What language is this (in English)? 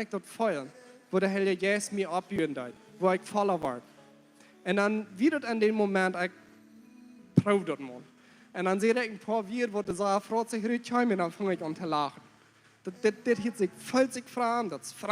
Plautdietsch